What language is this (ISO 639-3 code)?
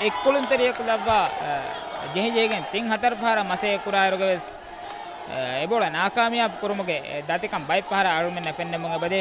div